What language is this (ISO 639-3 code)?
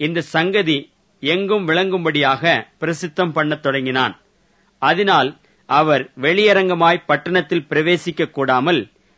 tam